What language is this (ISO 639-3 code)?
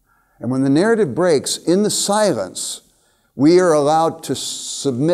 eng